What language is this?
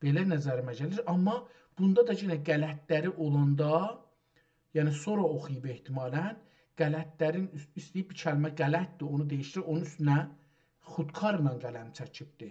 South Azerbaijani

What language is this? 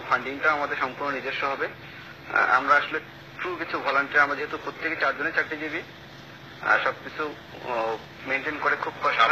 Bangla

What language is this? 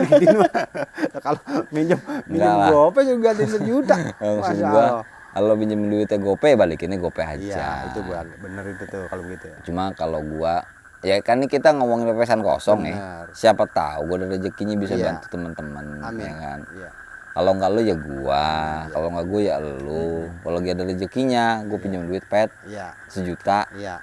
Betawi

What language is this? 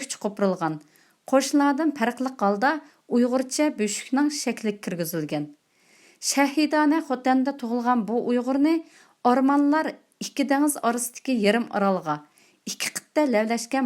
Uyghur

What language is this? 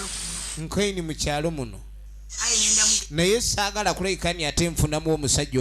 Soga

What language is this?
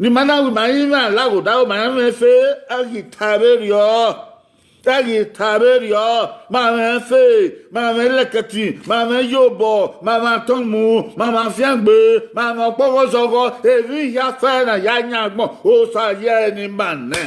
Bini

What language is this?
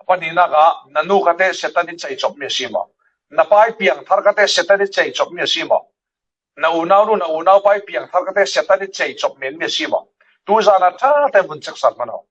Falam Chin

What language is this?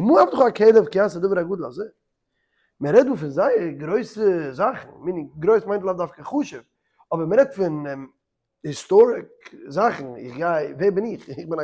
Yiddish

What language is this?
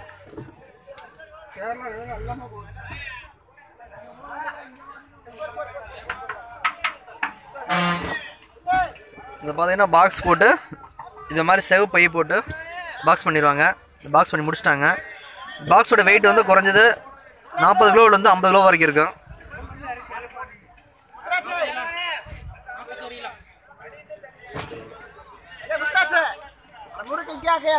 Tamil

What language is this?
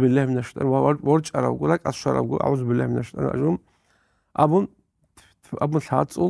Avaric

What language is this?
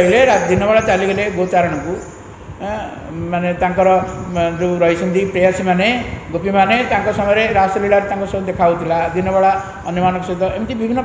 Odia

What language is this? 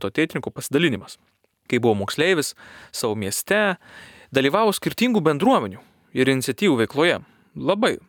Lithuanian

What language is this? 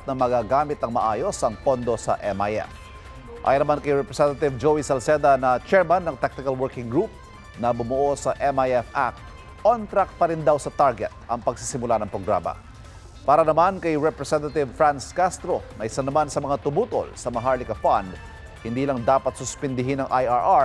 Filipino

